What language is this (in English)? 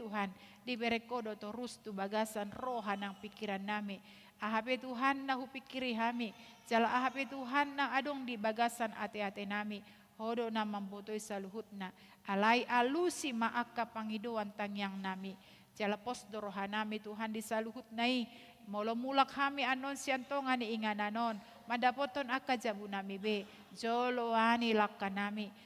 Batak Toba